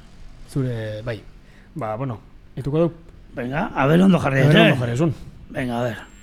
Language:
Basque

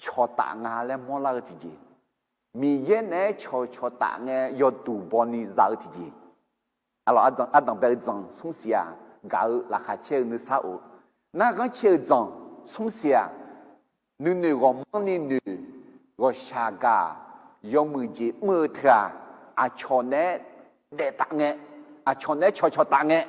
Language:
Akha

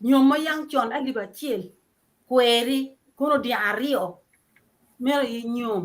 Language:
Acoli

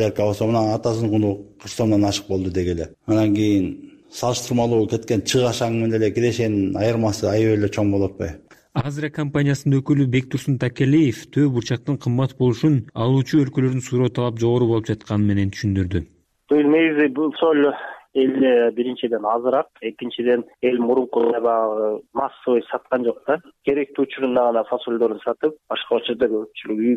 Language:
Kyrgyz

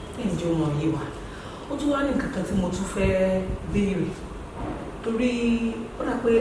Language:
Yoruba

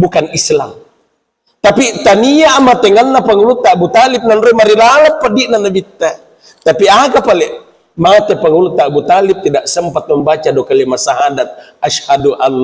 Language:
Buginese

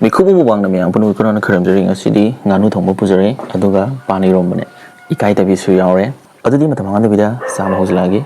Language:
Manipuri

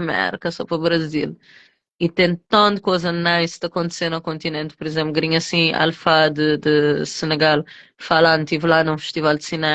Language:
Kabuverdianu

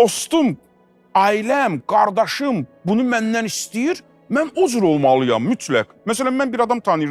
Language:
Azerbaijani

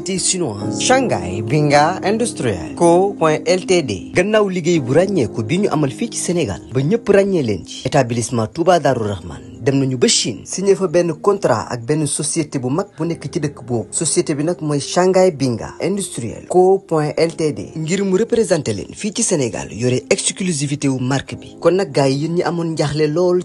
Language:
Wolof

